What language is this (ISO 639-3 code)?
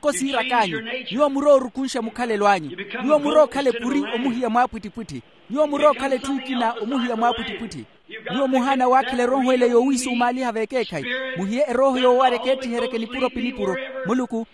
vmw